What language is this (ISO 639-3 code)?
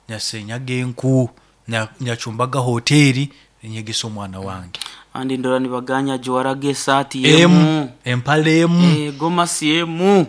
nyo